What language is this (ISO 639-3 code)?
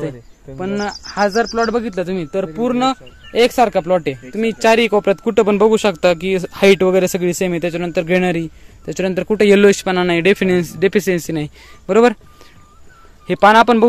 mar